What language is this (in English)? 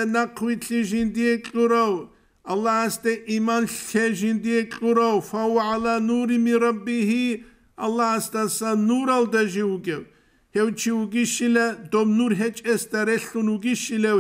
Avaric